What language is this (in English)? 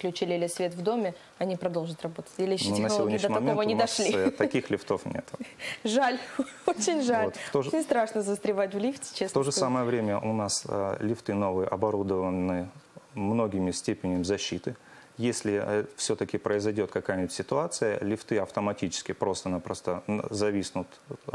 Russian